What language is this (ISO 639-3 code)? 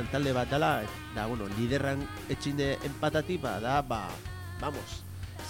eus